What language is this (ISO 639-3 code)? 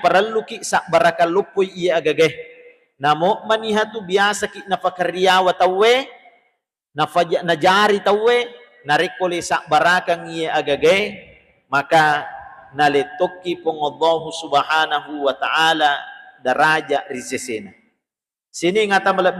bug